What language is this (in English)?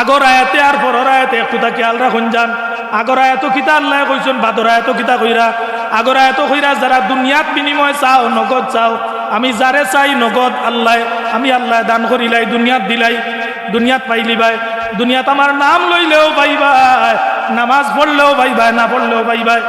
Sylheti